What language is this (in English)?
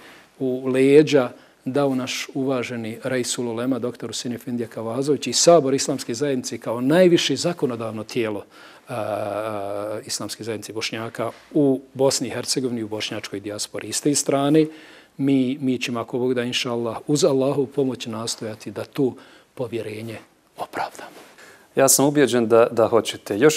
Bosnian